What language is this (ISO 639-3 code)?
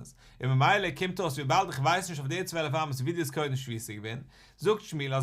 yid